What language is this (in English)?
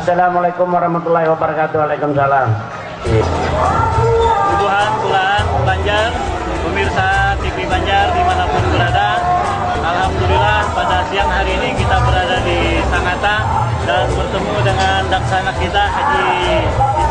Banjar